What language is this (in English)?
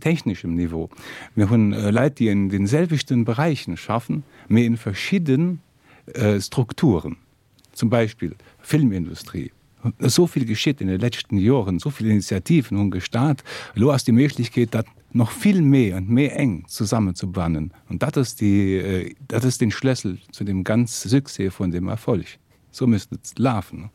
Luxembourgish